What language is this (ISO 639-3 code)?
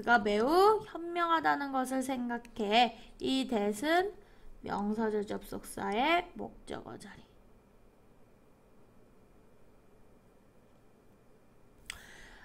kor